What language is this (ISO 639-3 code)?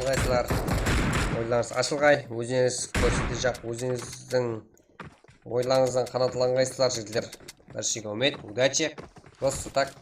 kaa